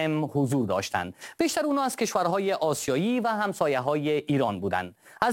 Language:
Persian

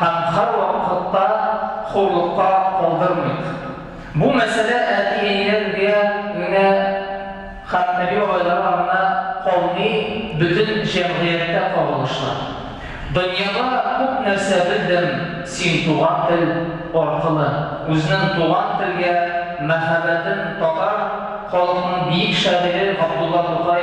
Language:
Tatar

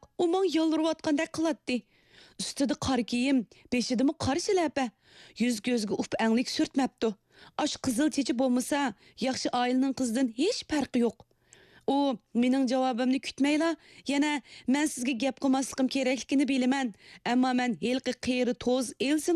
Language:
Uyghur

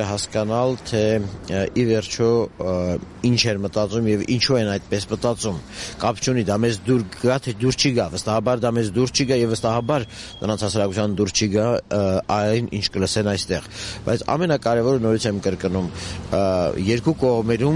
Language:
Armenian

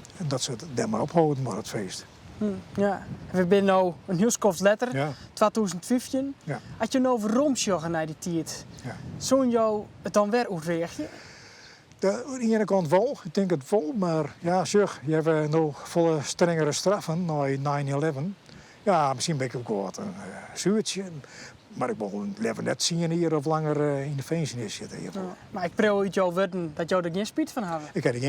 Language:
Western Frisian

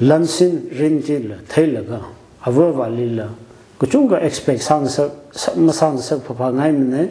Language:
Tangkhul Naga (India)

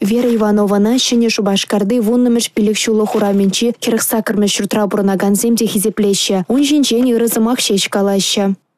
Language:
Chuvash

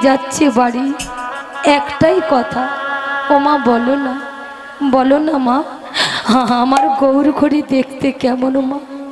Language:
Bangla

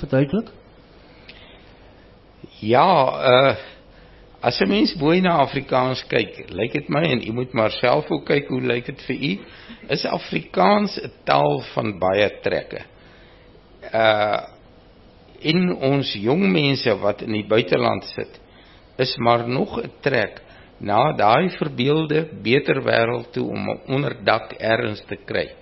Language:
Afrikaans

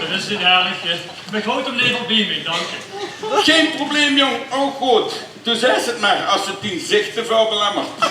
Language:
Limburgish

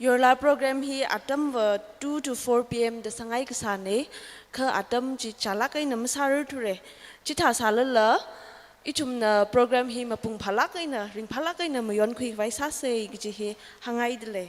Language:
Tangkhul Naga (India)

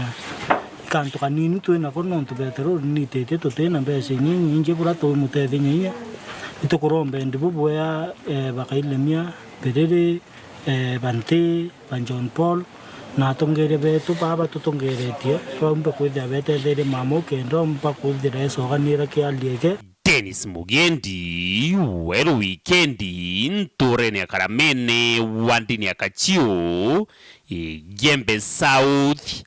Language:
Meru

